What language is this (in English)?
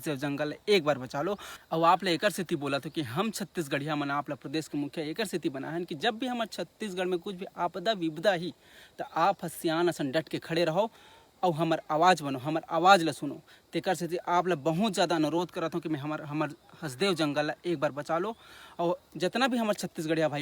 Chhattisgarhi